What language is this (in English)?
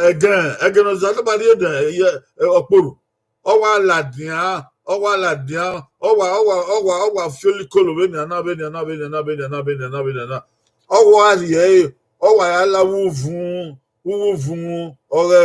Bini